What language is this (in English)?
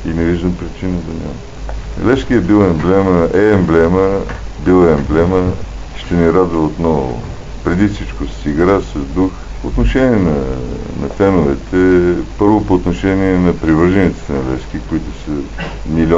Bulgarian